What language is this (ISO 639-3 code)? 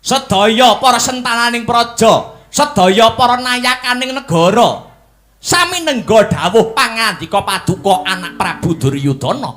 jav